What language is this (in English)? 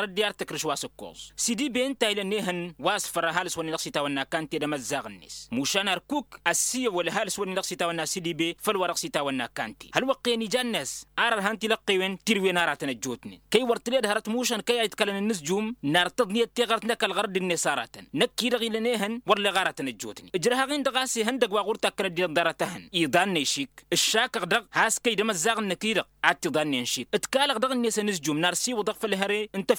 Tamasheq